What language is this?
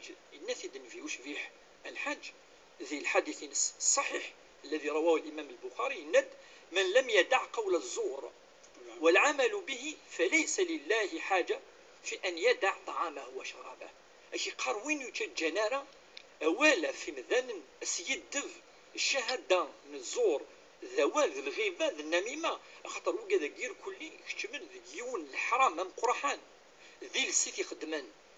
Kabyle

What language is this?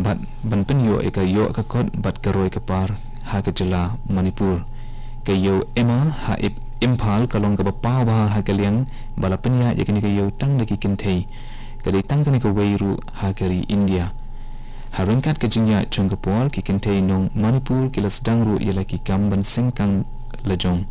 Khasi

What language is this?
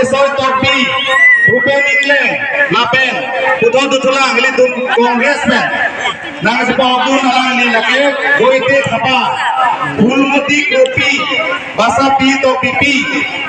Karbi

